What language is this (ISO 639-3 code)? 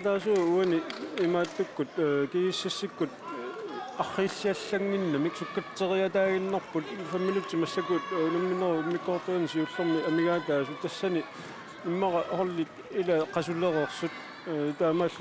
kal